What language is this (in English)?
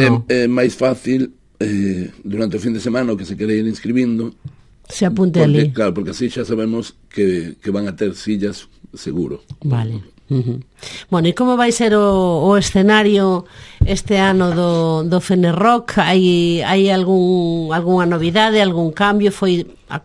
Galician